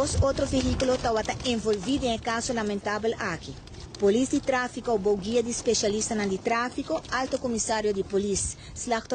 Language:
Papiamento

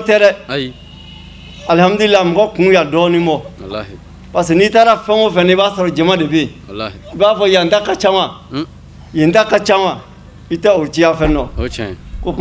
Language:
Bambara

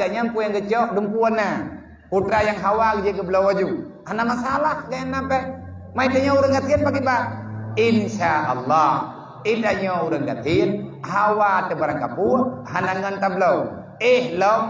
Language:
Achinese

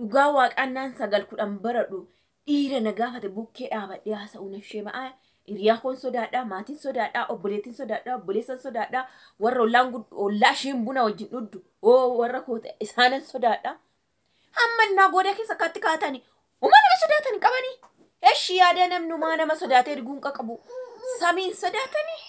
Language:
Oromo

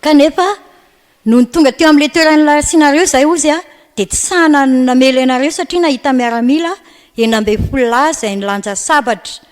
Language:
Malagasy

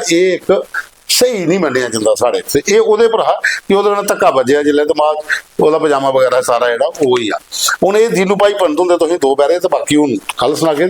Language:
Dogri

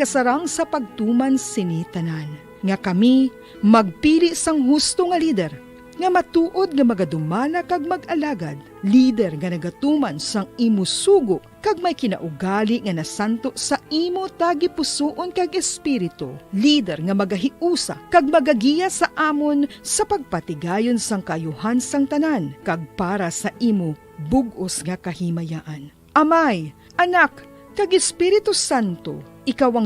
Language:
Hiligaynon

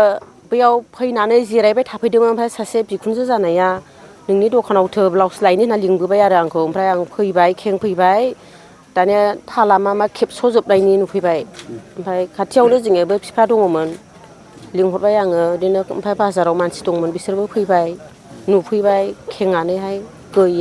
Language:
Bodo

